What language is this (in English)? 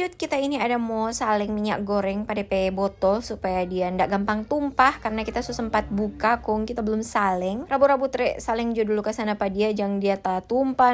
Manado Malay